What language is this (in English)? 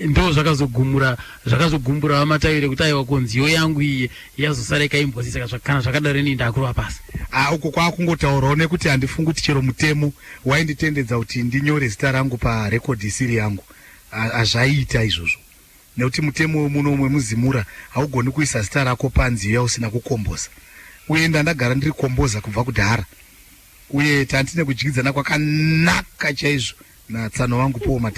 Shona